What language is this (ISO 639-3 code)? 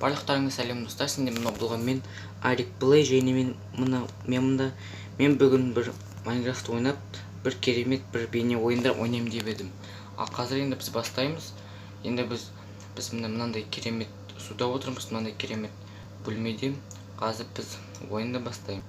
kaz